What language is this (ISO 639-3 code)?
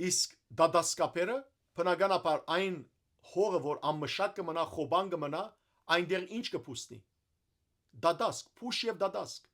hyw